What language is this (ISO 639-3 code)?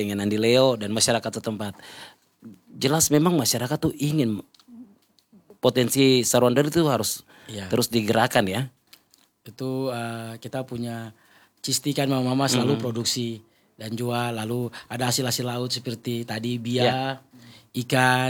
ind